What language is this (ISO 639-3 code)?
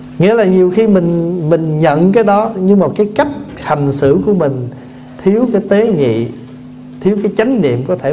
vie